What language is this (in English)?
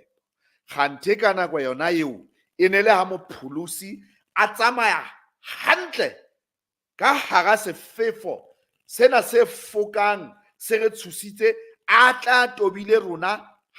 Southern Sotho